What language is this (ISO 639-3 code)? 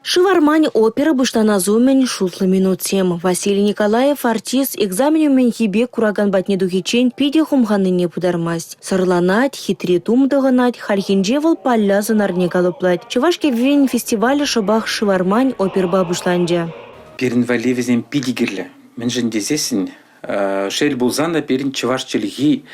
chv